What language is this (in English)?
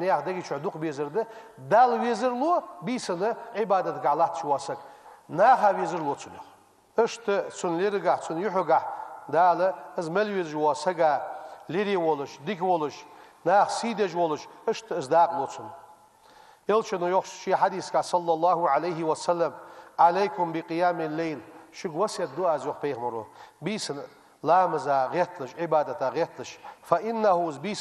Ingush